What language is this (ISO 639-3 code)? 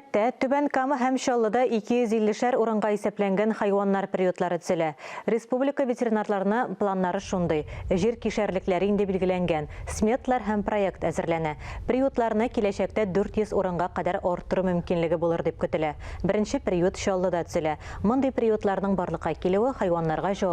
tat